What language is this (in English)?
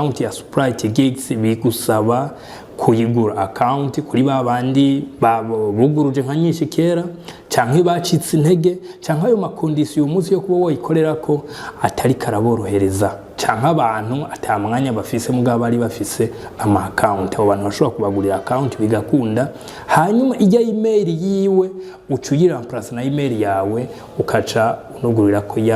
Rundi